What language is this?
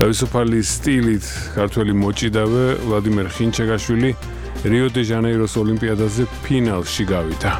Georgian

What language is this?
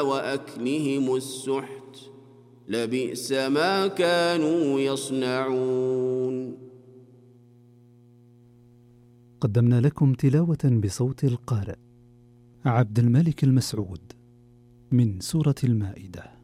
Arabic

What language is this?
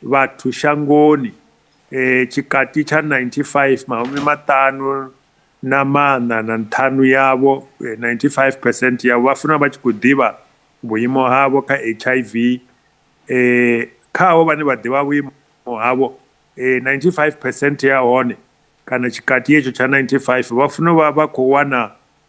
Venda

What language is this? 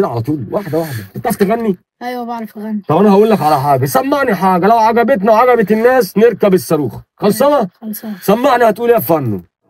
Egyptian Arabic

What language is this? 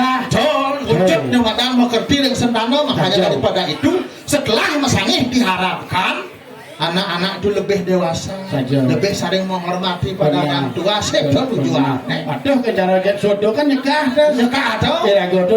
Balinese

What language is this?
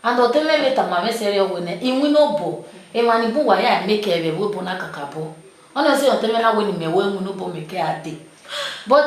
Bini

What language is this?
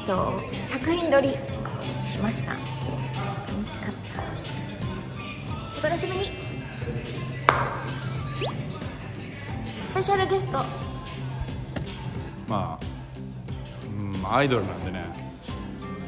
Japanese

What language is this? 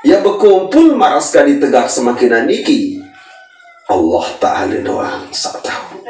Sasak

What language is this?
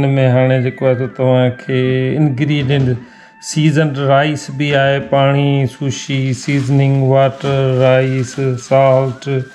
Sindhi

